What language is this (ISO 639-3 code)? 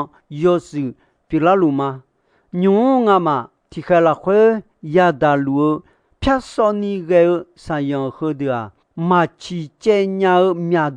ahk